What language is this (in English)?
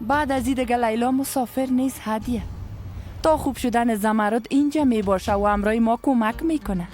Persian